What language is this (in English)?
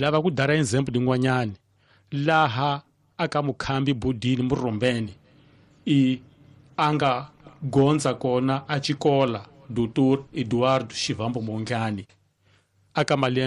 Tsonga